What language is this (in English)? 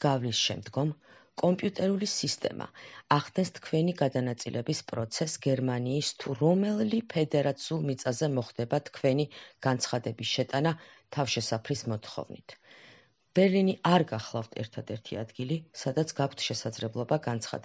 Georgian